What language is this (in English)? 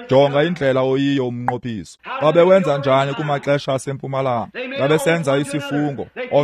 Xhosa